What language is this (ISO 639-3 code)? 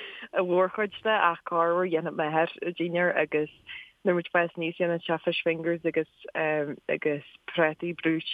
gle